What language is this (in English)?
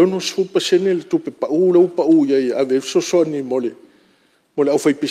Samoan